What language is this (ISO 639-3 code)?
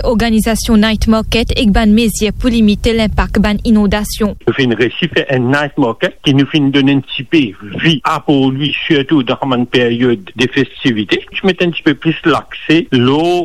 mfe